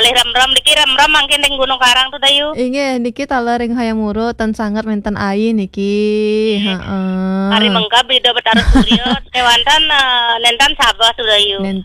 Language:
Balinese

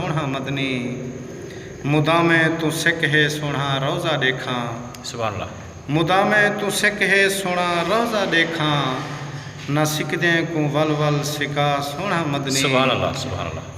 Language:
Saraiki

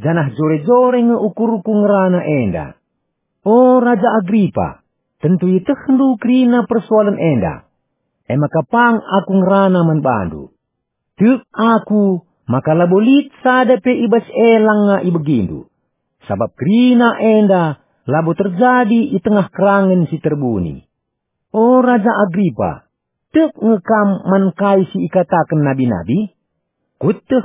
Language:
Batak Karo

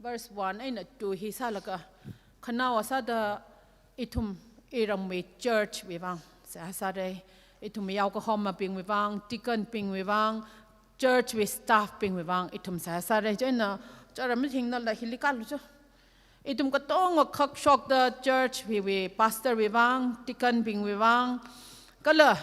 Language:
Tangkhul Naga (India)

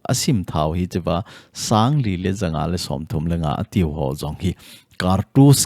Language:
Thado Chin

